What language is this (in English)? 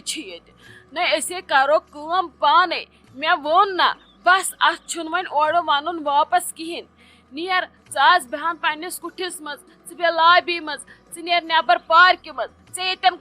Kashmiri